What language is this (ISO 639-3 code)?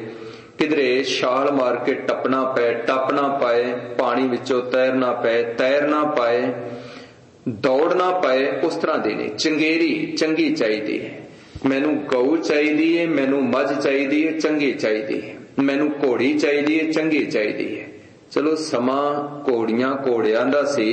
pan